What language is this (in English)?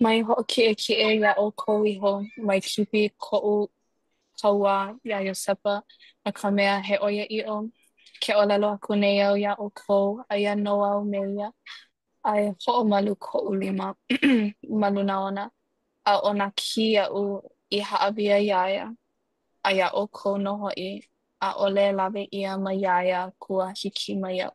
Hawaiian